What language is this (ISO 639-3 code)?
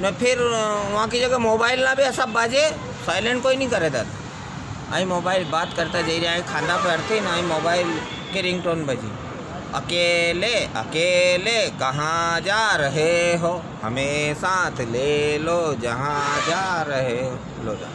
raj